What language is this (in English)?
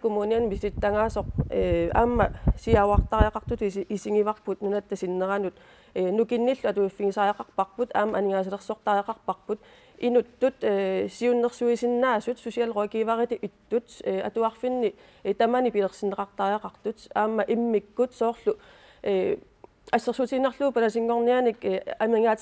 Kalaallisut